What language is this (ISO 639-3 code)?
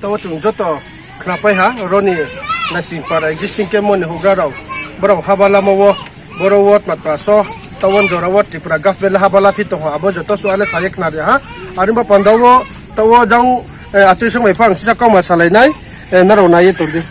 ria